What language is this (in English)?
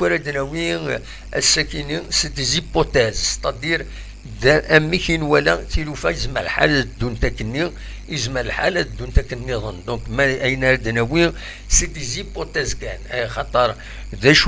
Kabyle